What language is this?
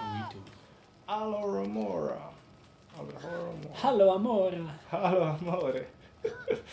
Swiss German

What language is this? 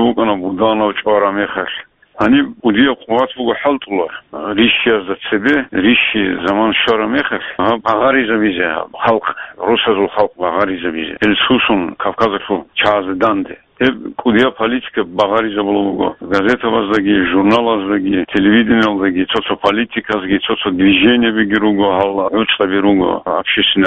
Avaric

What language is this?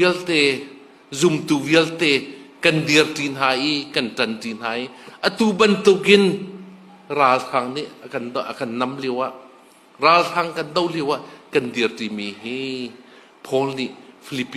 Hakha Chin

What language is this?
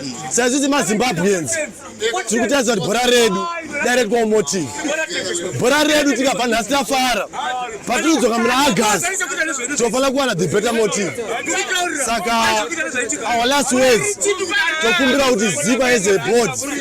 Shona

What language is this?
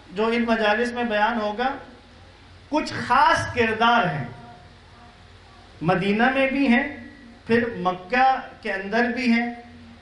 Urdu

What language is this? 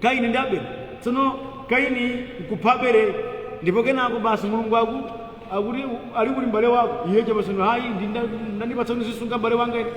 Nyanja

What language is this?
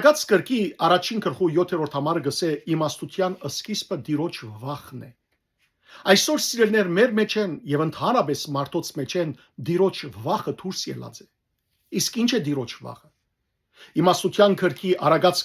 Western Armenian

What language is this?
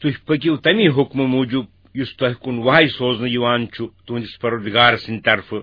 Kashmiri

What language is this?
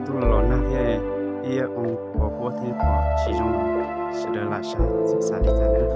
Hmong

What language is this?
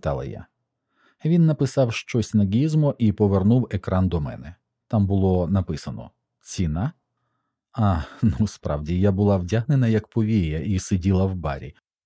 Ukrainian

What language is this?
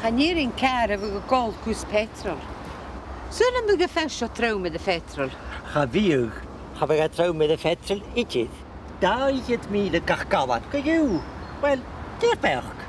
Scottish Gaelic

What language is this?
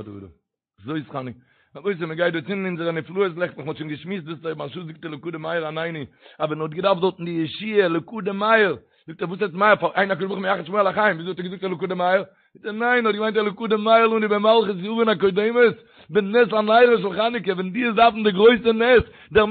Yiddish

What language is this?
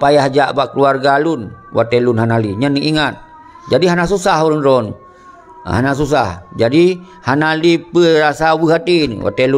Achinese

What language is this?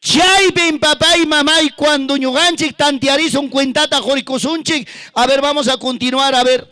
Ayacucho Quechua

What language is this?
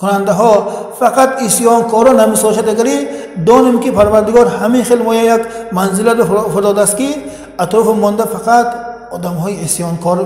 Tajik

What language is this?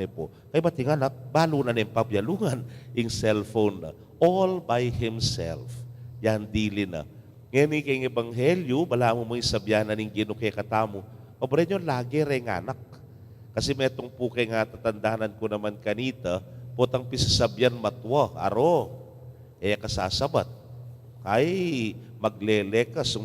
Pampanga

